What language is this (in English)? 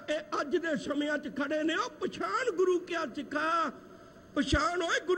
Punjabi